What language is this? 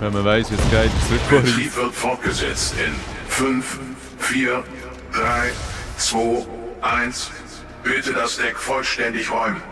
Swiss German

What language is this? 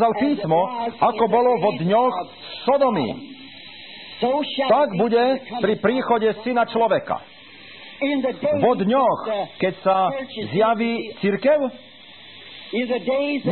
Slovak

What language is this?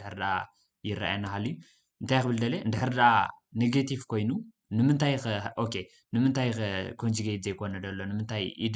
Tigrinya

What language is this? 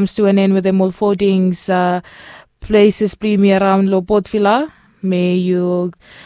Bislama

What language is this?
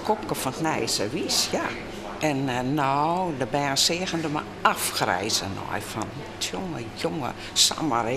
Western Frisian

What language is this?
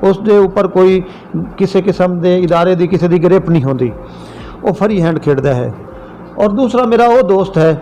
Saraiki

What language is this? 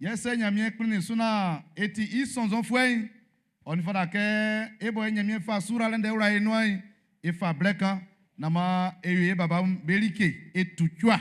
Baoulé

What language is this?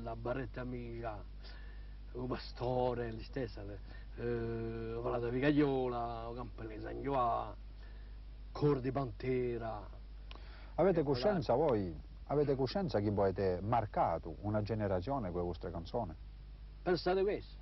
Corsican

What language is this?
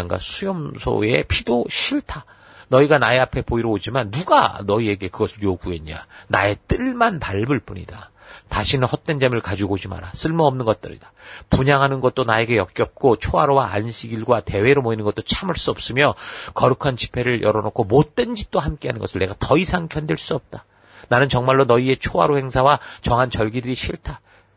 Korean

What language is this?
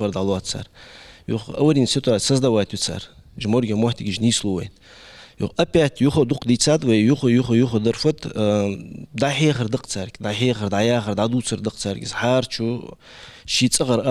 Ingush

